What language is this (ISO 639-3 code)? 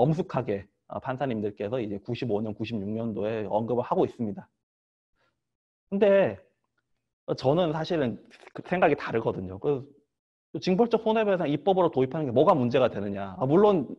kor